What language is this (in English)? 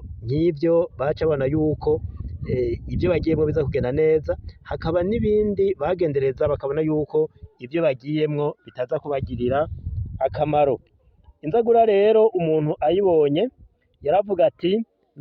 Rundi